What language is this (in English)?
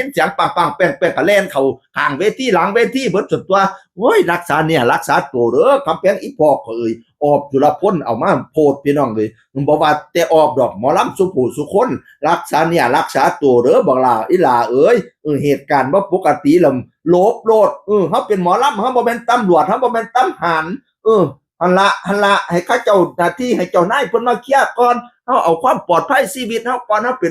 Northeastern Thai